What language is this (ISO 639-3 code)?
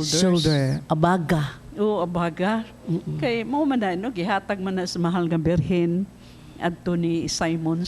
ceb